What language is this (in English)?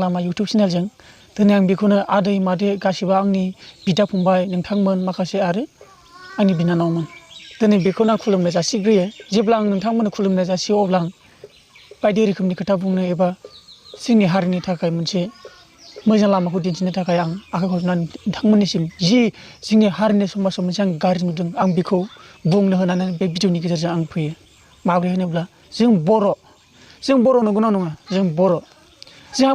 Bodo